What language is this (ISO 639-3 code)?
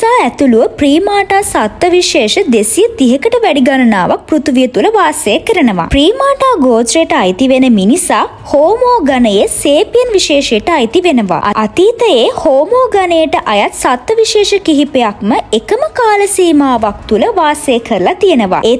sin